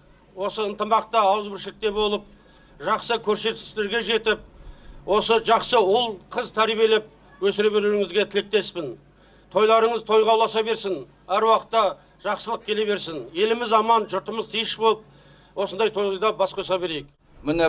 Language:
Kazakh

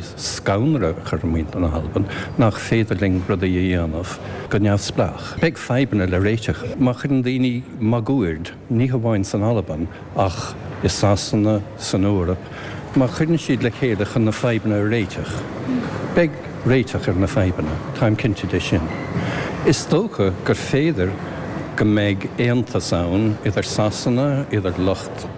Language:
Irish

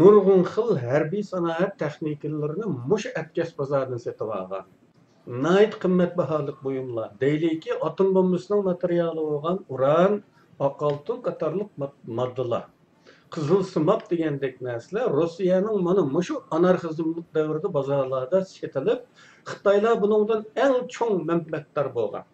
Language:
Uyghur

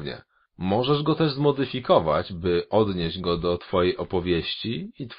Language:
Polish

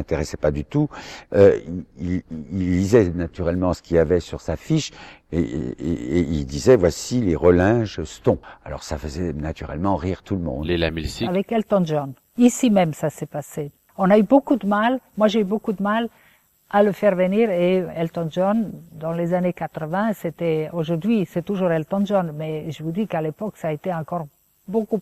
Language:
French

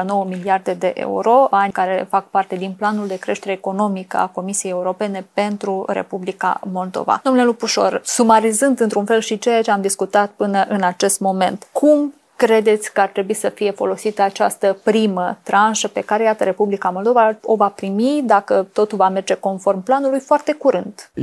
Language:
Romanian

